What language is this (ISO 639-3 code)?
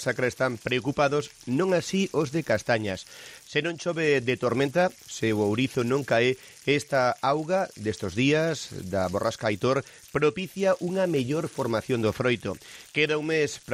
glg